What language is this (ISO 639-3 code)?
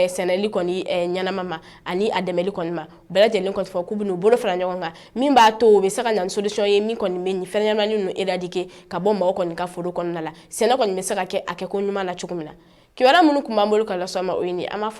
bam